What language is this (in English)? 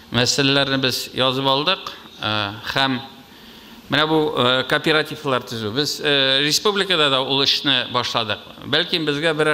Tatar